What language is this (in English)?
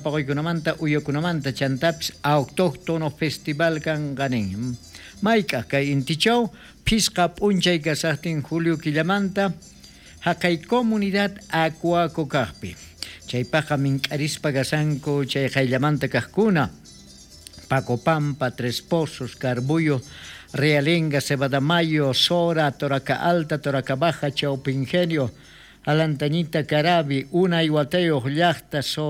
South Bolivian Quechua